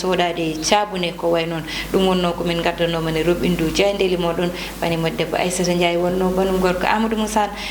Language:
Fula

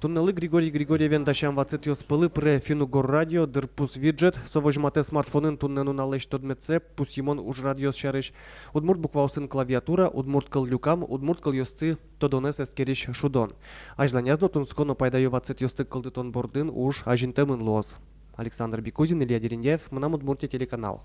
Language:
Udmurt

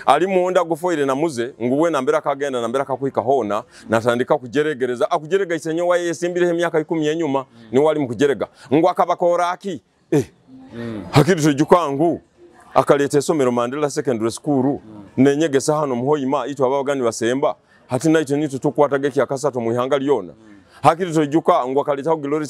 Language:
Nyoro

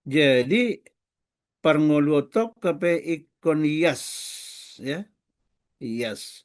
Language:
Batak Toba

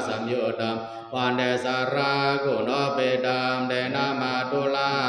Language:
Pali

